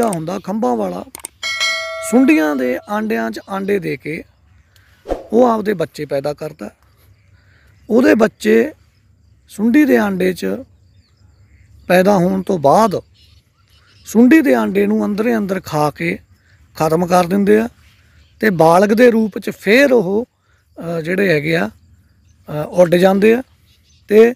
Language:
Punjabi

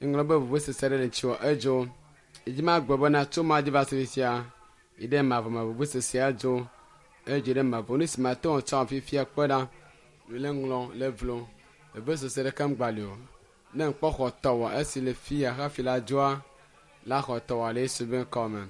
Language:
Ewe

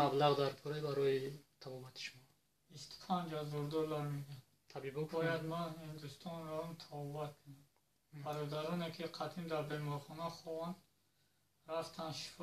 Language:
Tajik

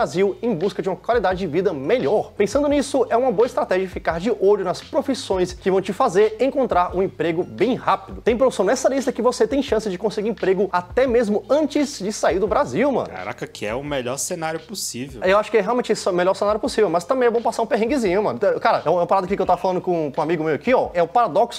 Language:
Portuguese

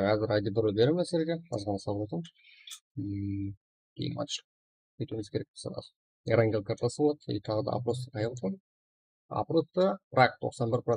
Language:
Kara-Kalpak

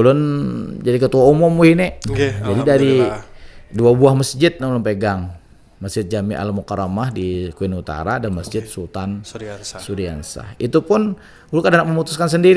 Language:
Banjar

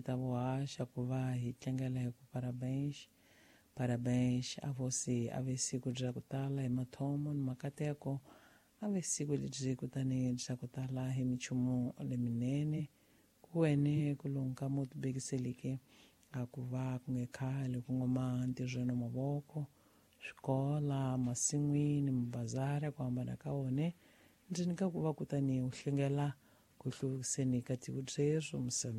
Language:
Tsonga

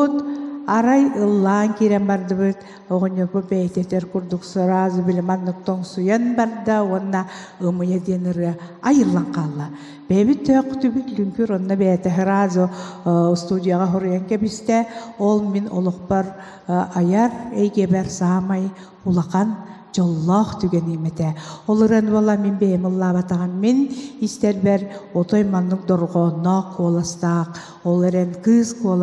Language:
Yakut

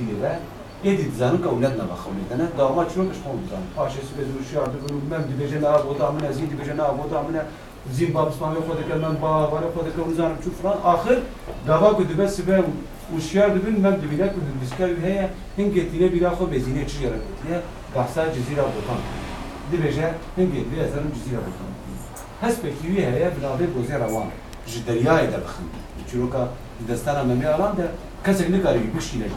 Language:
Kurdish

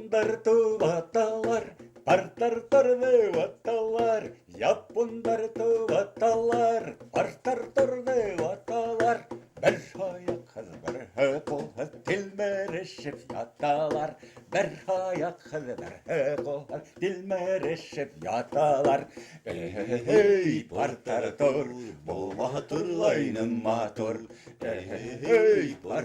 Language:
Bashkir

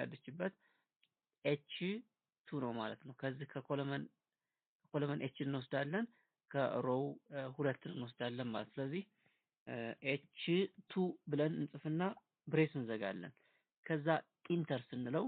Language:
Amharic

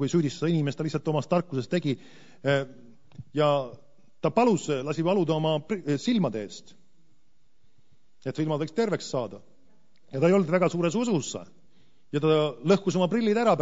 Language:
Estonian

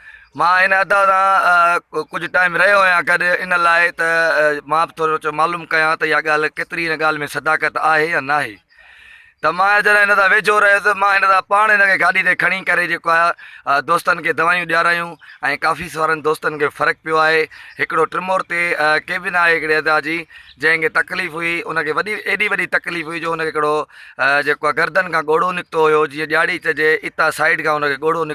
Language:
Sindhi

